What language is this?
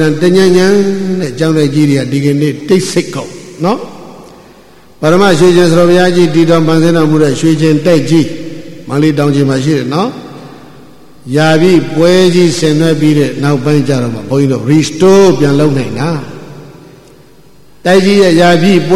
Burmese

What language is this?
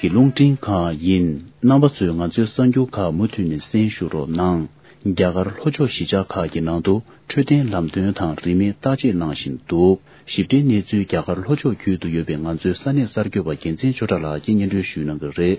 Tibetan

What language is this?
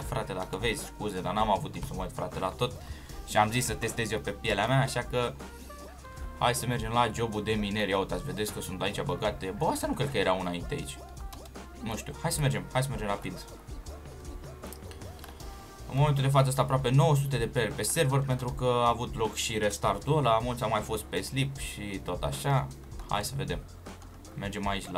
Romanian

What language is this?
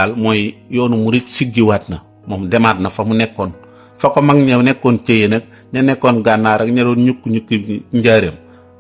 Wolof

